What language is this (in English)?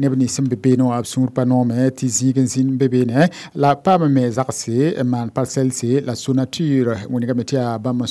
Mossi